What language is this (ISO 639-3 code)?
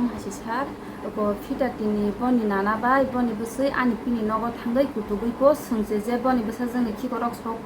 trp